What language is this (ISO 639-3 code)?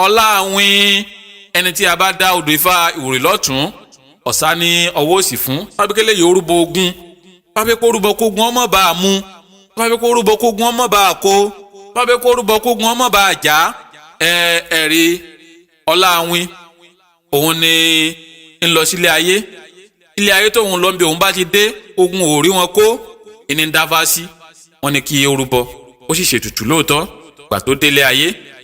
yor